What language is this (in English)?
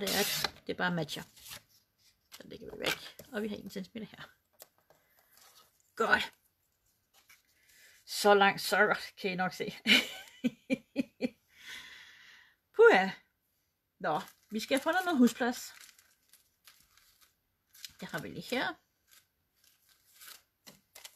Danish